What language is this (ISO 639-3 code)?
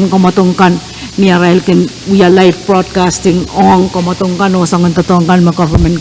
pon